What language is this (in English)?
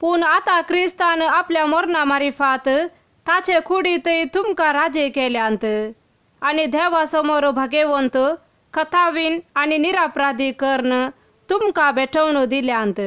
Konkani